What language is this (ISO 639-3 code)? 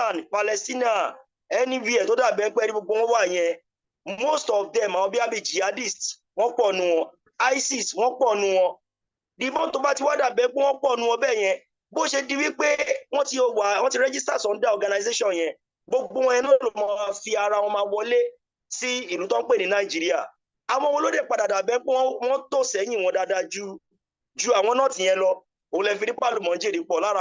yor